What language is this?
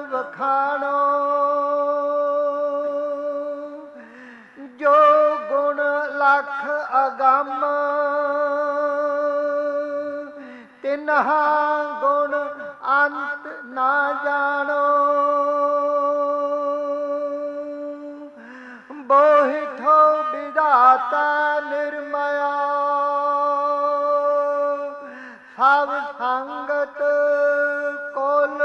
Punjabi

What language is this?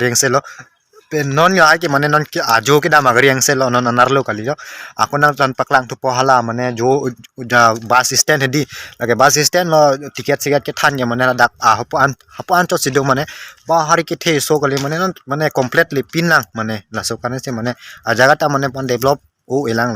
Karbi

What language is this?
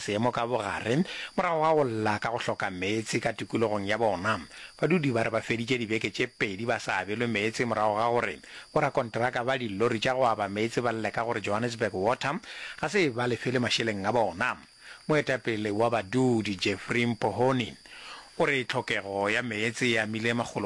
Northern Sotho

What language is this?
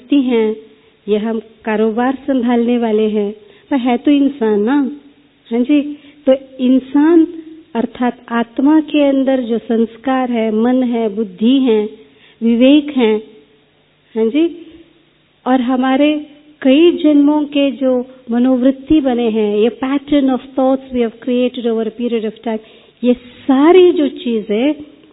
Hindi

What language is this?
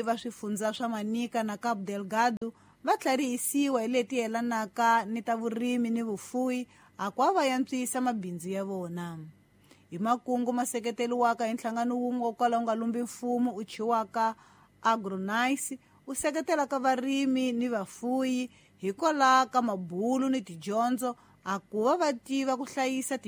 Tsonga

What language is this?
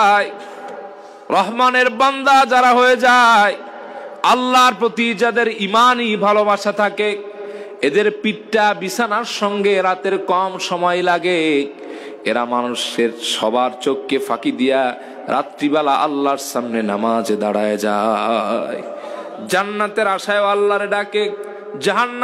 Bangla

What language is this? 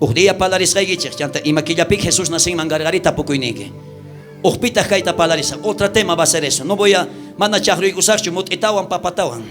South Bolivian Quechua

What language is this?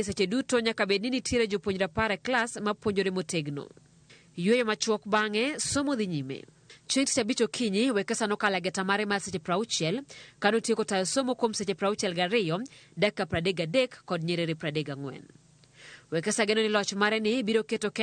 Luo (Kenya and Tanzania)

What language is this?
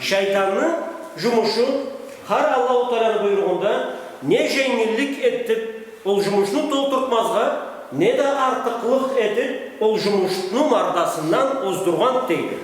Karachay-Balkar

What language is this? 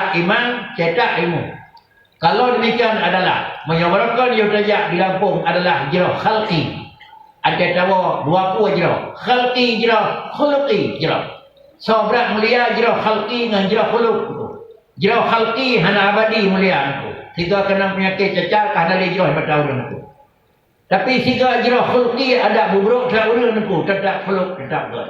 Achinese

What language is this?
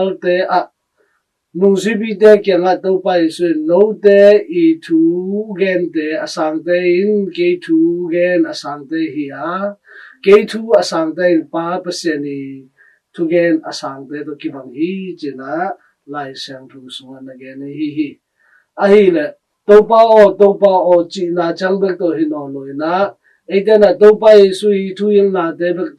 Tedim Chin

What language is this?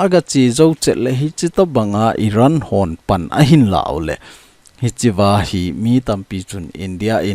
Thado Chin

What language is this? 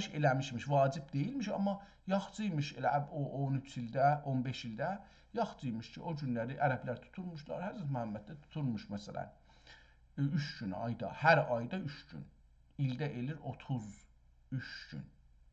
South Azerbaijani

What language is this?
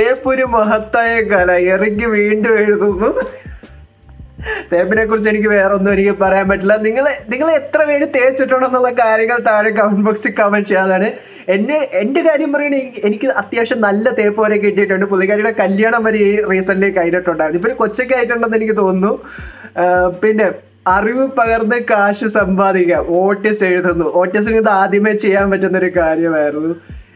Malayalam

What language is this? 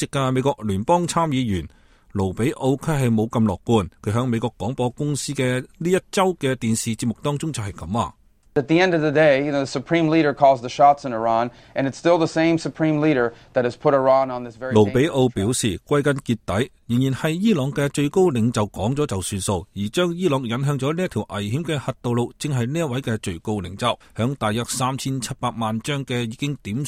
Cantonese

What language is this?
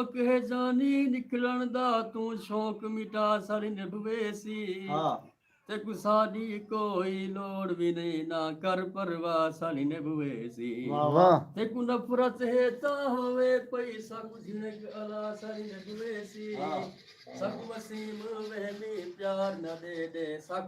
Saraiki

